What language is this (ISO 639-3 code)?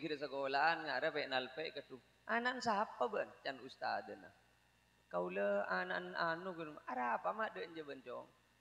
mad